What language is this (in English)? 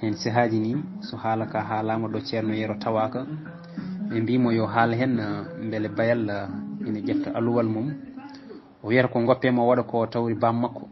Fula